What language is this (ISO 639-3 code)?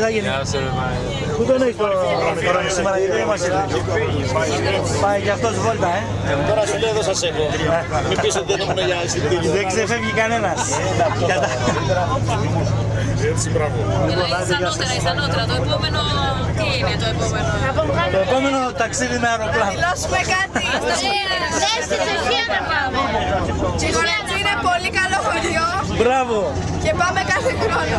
ell